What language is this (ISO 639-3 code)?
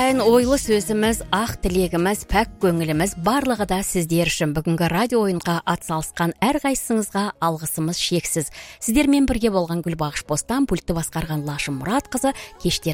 kaz